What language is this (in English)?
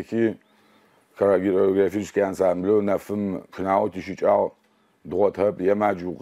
Adyghe